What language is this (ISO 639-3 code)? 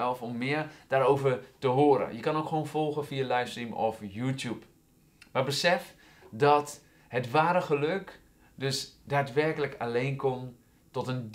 nld